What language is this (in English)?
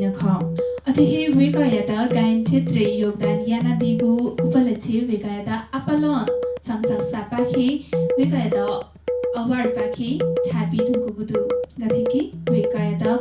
Newari